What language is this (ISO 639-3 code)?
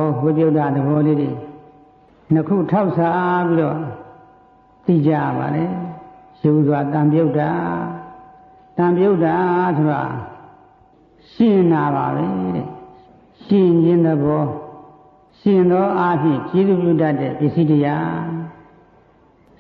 mya